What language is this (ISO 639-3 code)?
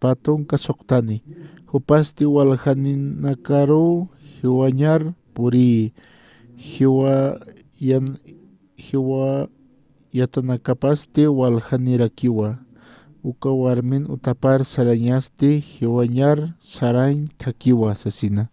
aym